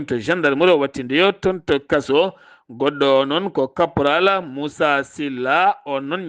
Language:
Fula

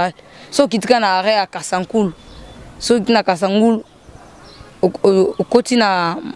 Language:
Lingala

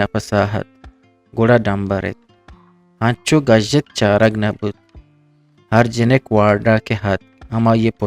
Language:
Eastern Balochi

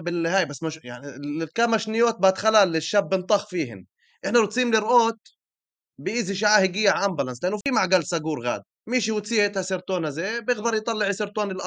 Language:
North Levantine Arabic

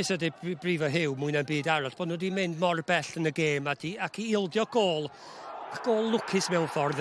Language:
Welsh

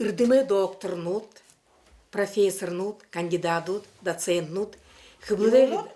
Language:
Buriat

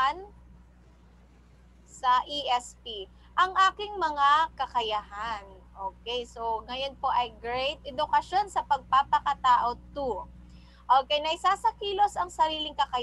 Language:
Filipino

